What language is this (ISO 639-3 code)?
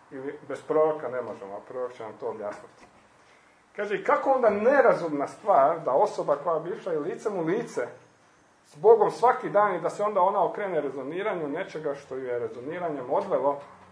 hrv